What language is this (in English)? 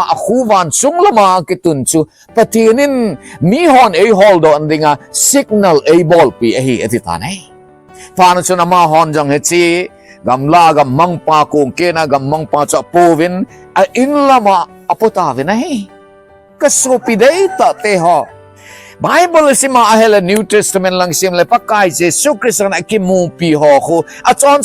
Thado Chin